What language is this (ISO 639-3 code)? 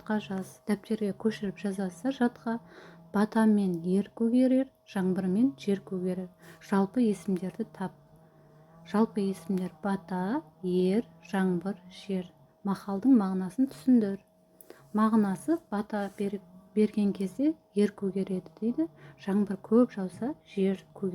kaz